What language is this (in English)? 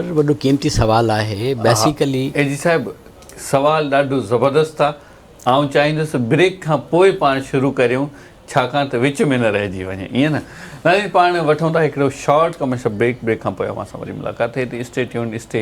Sindhi